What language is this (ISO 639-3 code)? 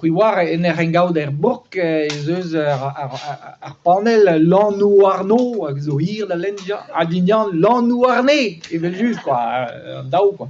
bre